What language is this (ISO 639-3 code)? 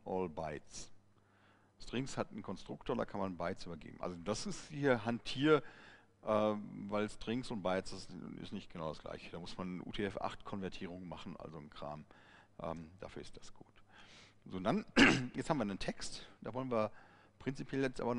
deu